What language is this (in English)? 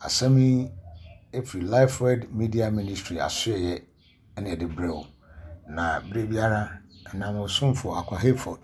Akan